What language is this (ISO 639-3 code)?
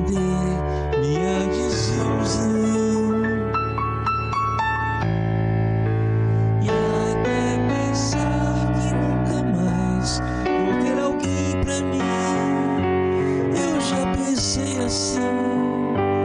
por